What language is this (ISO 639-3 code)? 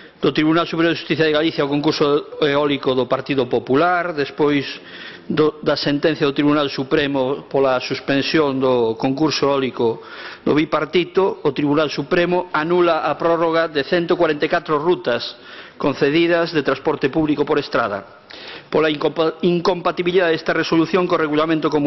glg